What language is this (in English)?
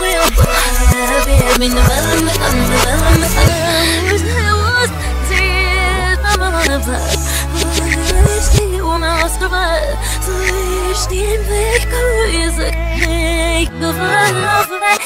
English